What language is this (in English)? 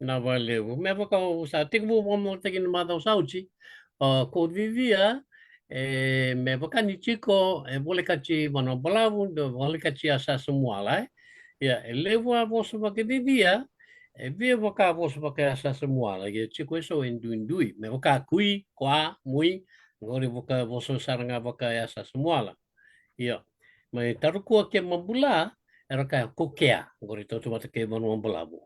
Fijian